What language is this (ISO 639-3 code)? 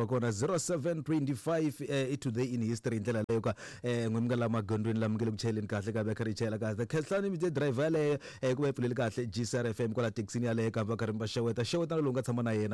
tso